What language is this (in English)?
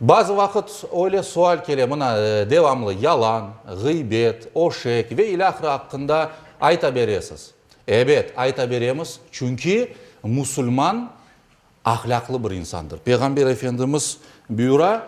Crimean Tatar